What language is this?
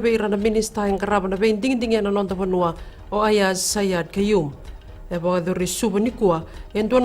Fijian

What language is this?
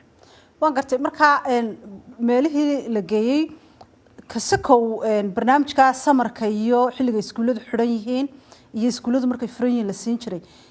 Somali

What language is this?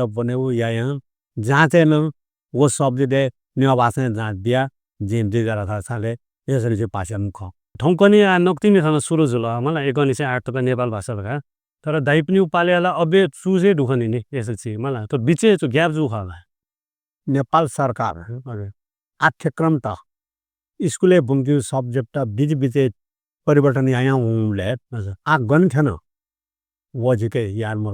Newari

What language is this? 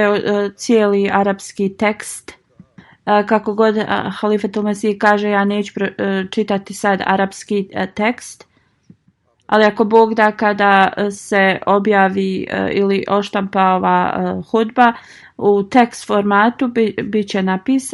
Bosnian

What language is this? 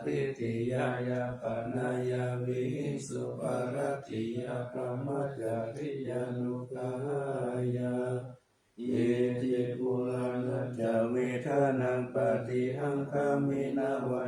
Pali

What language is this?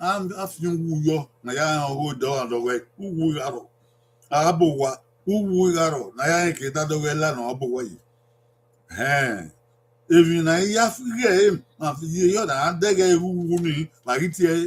Bini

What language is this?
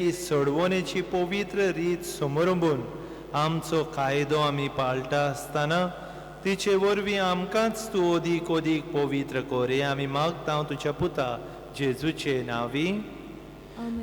Konkani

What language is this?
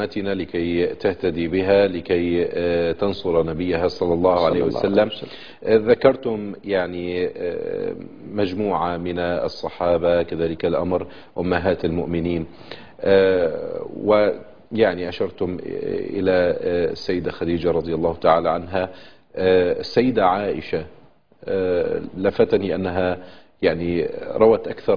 Arabic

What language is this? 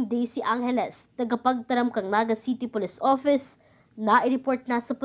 Bikol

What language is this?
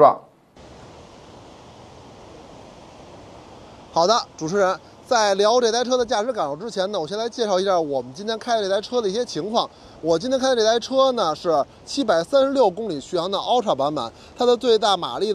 Chinese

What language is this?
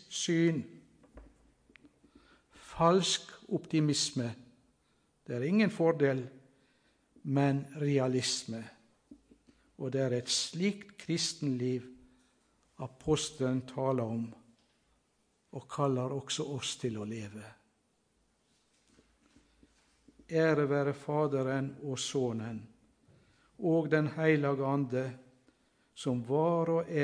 Norwegian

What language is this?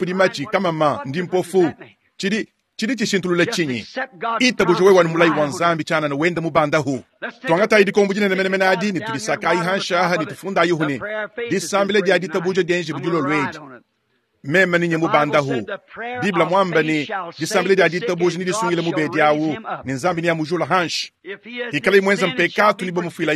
Luba-Lulua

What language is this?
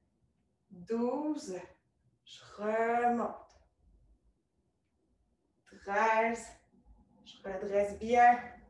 French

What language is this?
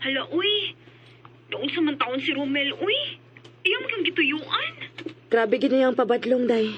Cebuano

